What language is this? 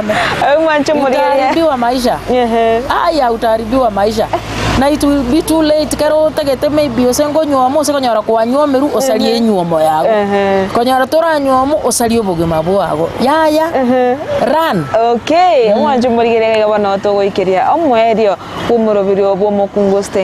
Gusii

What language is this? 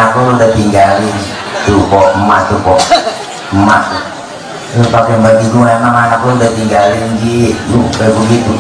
Betawi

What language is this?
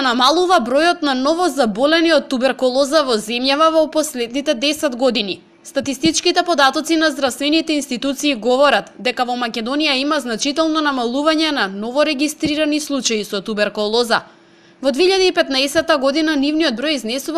Macedonian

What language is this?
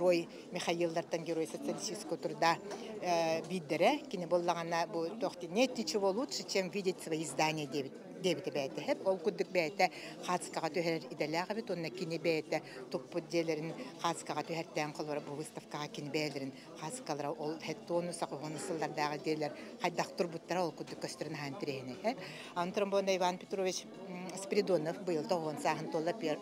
Yakut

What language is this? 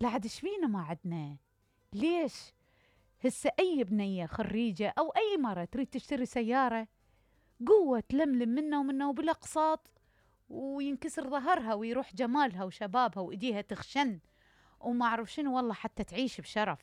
Mesopotamian Arabic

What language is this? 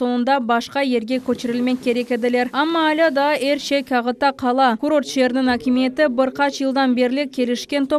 Crimean Tatar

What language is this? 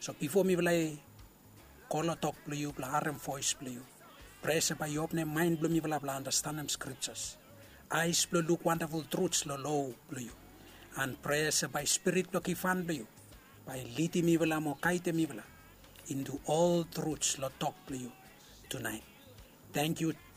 Bislama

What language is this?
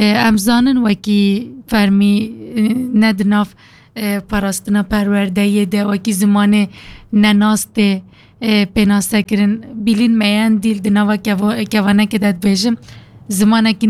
Kurdish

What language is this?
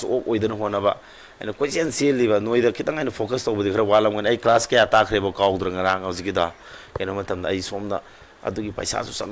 Manipuri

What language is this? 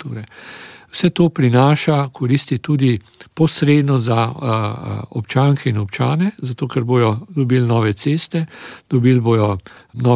Slovenian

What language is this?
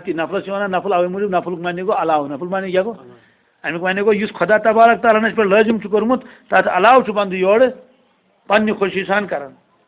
Kashmiri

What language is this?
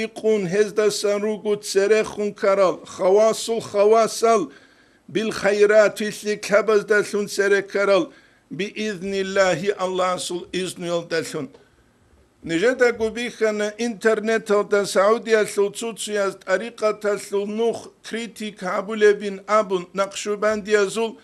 Avaric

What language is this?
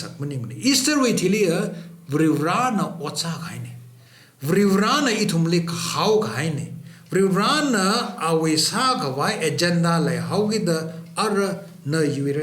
Tangkhul Naga (India)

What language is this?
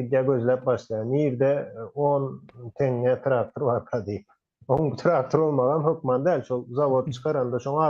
Turkmen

